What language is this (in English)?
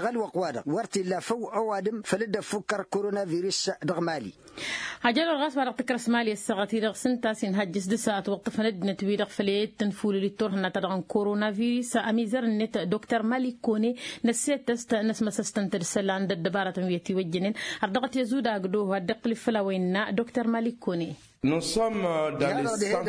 Tamasheq